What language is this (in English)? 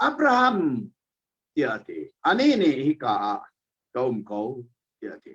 Hakha Chin